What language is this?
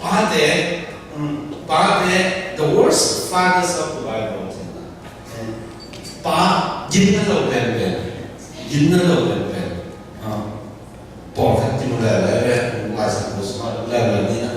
Tedim Chin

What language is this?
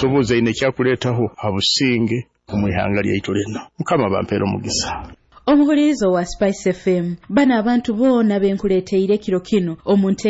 Nyoro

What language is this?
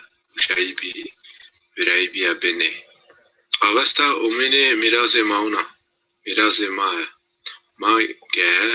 Zaza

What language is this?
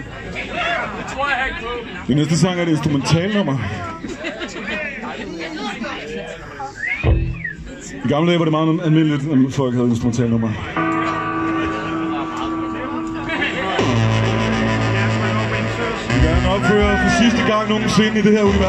Danish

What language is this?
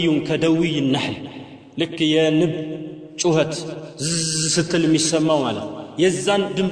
Amharic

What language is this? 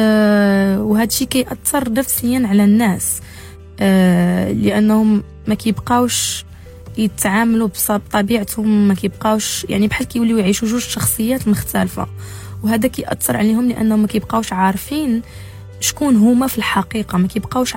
Moroccan Arabic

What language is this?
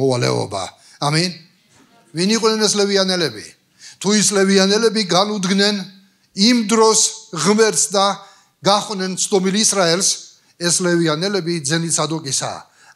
Georgian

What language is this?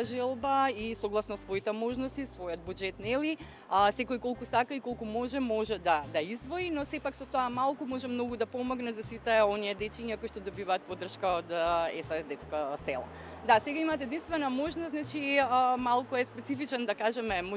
Macedonian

